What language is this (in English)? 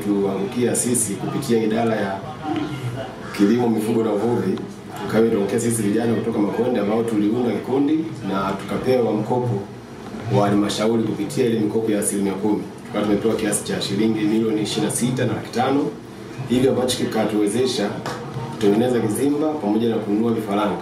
Swahili